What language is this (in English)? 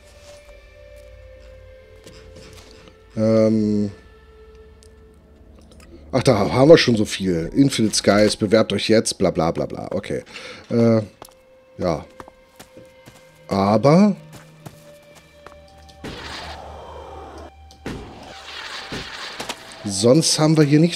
German